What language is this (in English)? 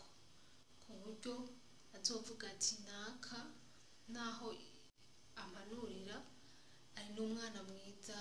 Rundi